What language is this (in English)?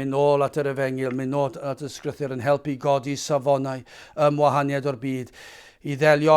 Welsh